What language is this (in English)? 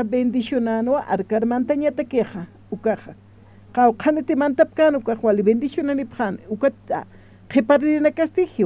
Aymara